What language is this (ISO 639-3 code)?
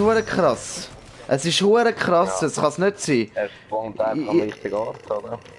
gsw